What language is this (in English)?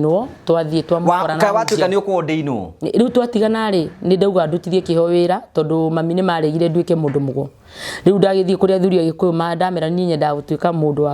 Kikuyu